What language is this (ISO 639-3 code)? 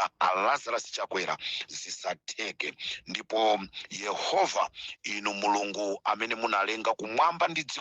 nya